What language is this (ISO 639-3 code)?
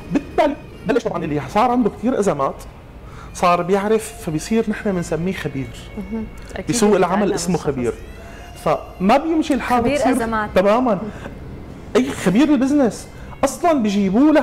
apc